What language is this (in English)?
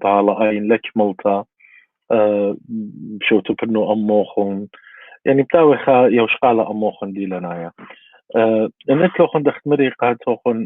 Assyrian Neo-Aramaic